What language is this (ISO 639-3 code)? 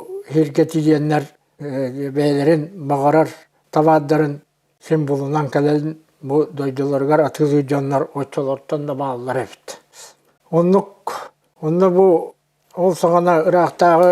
sah